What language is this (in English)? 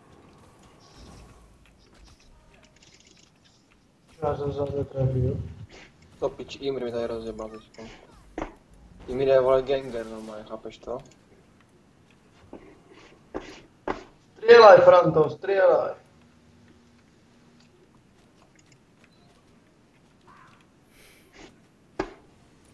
Czech